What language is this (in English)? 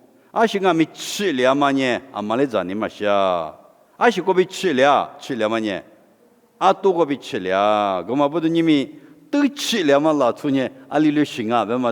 Lisu